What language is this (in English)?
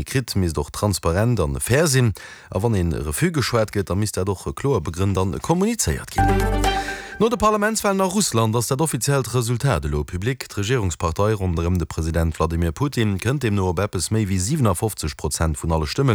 Luxembourgish